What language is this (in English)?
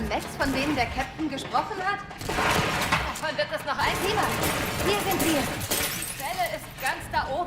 Swiss German